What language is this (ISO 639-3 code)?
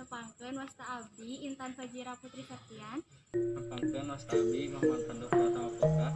sun